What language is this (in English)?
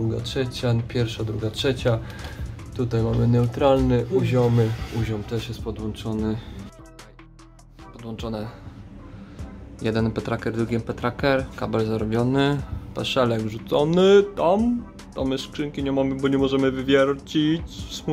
Polish